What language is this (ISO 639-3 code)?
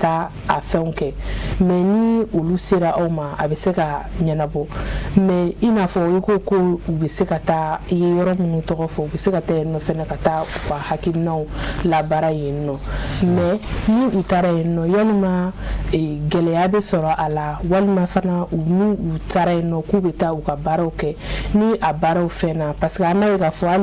bam